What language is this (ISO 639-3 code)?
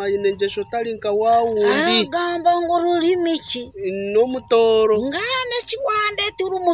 nyn